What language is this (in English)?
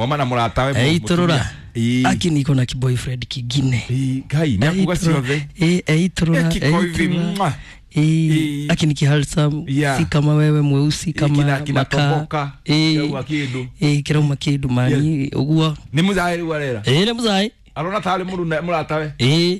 Kikuyu